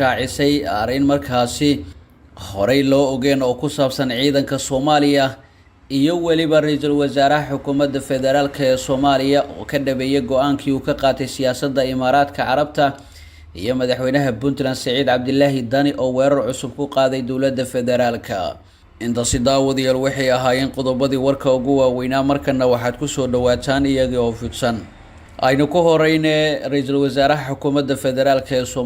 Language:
Somali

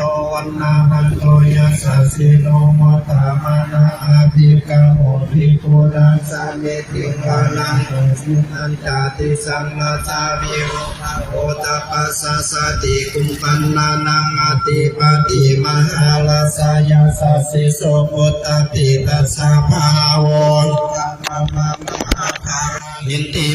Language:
Pali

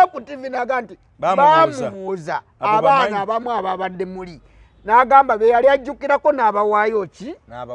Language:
Ganda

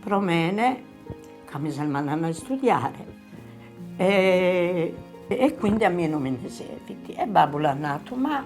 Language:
Sardinian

